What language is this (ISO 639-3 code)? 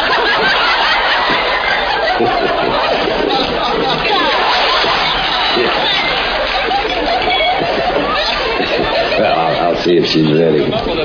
eng